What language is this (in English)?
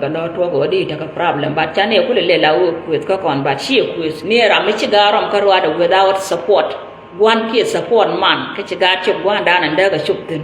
Nuer